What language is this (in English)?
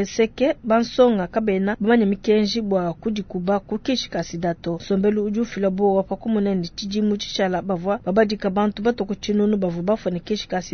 Luba-Lulua